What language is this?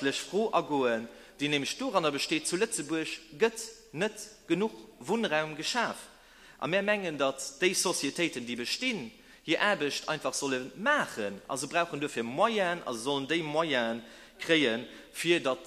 Luxembourgish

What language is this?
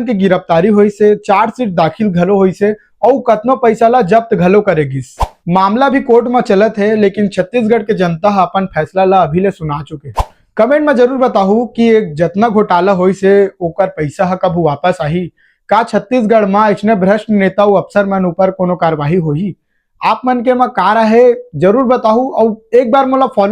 Chhattisgarhi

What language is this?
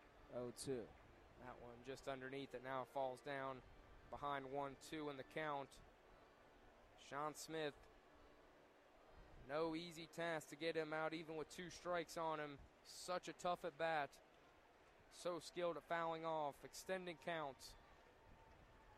English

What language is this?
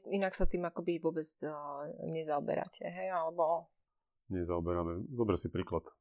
Slovak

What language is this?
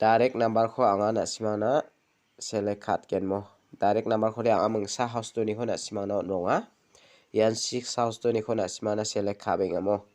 Garo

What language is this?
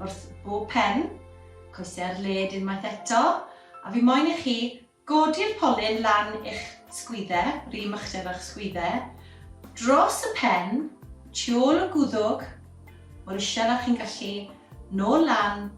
Welsh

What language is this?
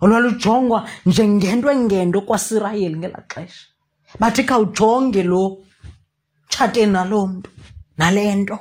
Xhosa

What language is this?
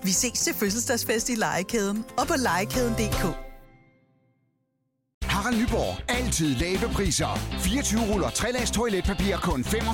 Danish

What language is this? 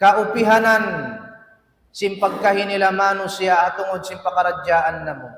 Tausug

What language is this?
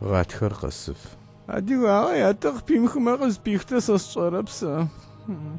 Adyghe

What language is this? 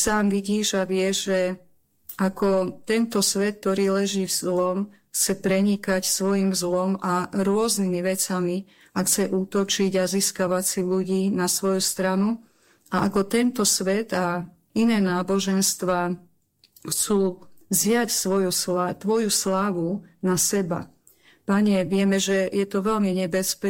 Slovak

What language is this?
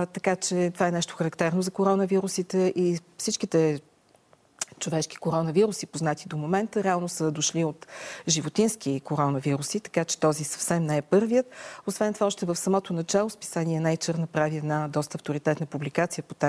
Bulgarian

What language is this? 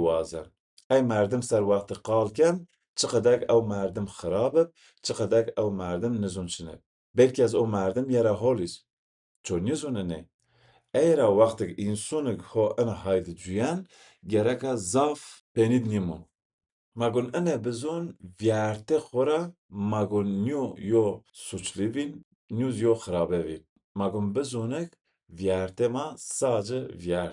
Zaza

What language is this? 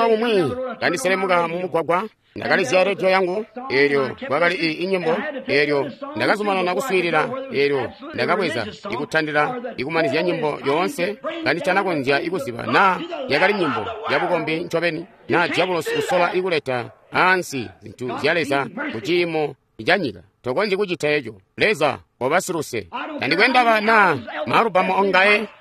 Tonga (Zambia)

